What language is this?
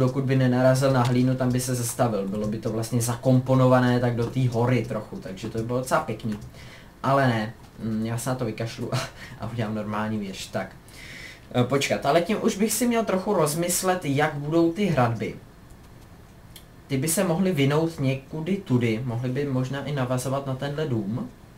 Czech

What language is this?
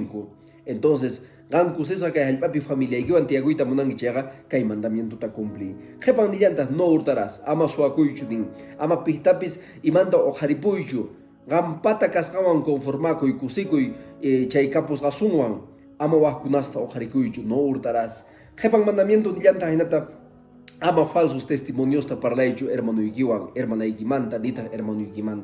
Quechua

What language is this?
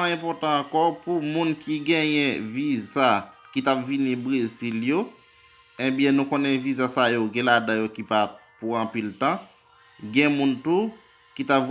Haitian Creole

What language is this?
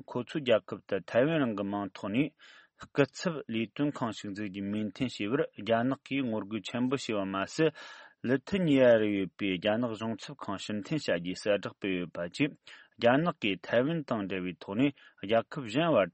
Tibetan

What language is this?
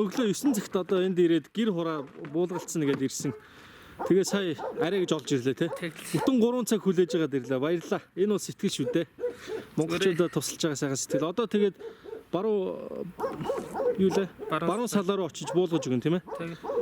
Mongolian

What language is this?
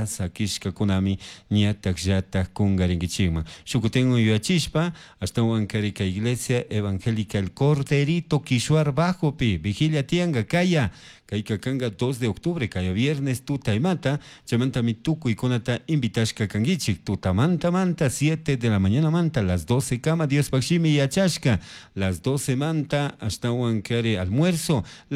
Chimborazo Highland Quichua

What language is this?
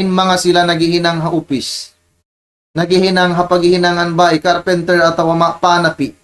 Tausug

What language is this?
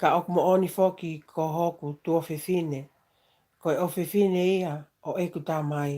Tongan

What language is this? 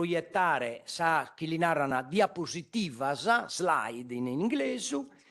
Sardinian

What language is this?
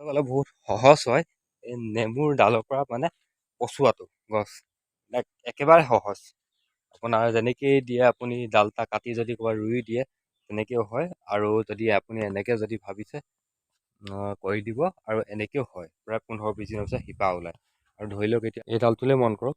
Assamese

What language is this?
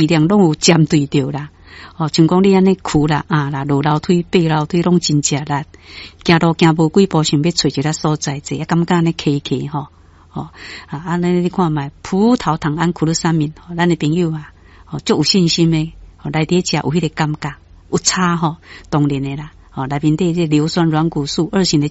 Min Nan Chinese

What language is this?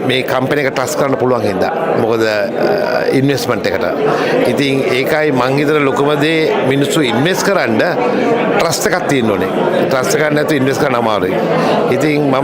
Sinhala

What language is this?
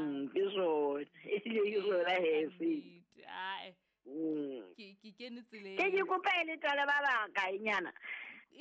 Southern Sotho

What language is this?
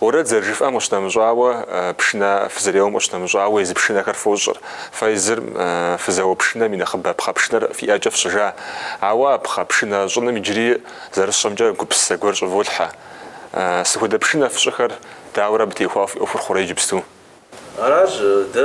Kabardian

